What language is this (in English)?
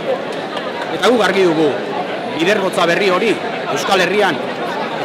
Basque